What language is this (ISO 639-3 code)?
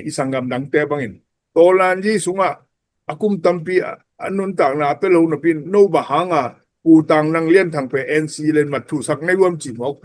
ctd